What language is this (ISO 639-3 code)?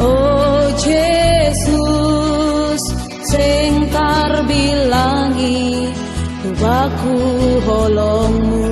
bts